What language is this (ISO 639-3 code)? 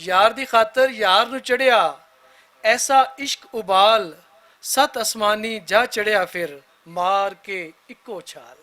lah